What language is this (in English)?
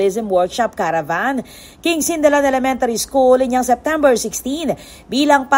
Pampanga